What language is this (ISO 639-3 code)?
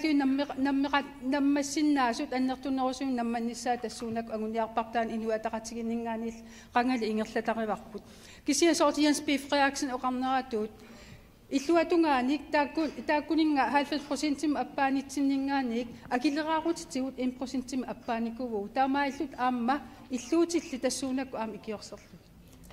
kal